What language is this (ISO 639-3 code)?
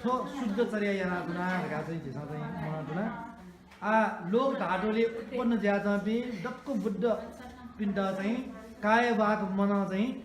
new